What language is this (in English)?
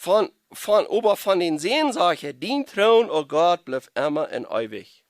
Plautdietsch